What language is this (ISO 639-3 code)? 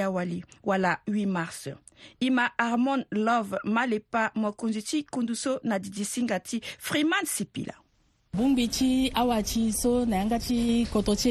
sag